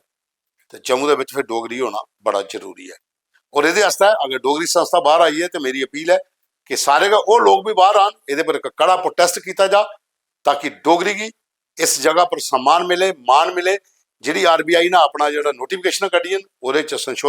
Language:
Dogri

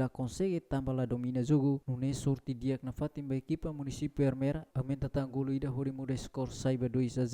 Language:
Tetum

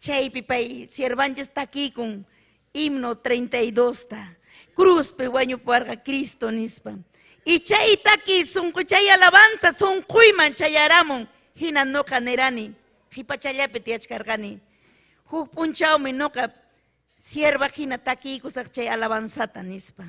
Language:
Ayacucho Quechua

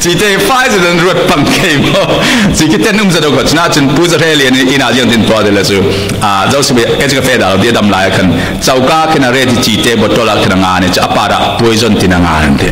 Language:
Falam Chin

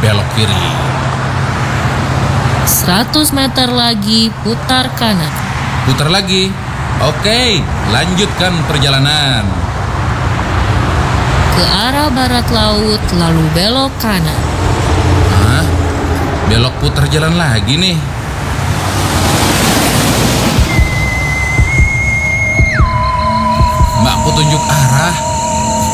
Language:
Indonesian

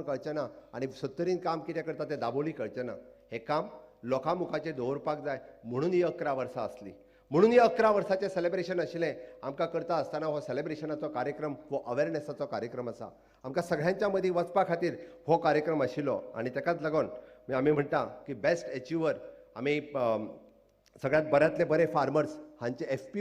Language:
Konkani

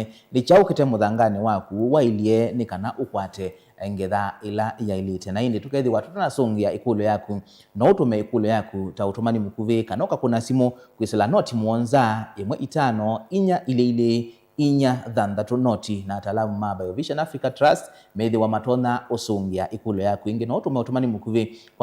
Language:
Kamba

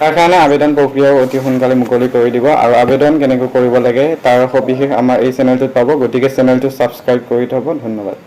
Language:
Assamese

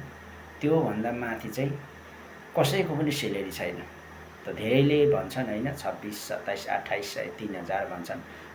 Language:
Nepali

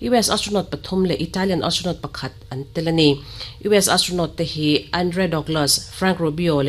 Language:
Mizo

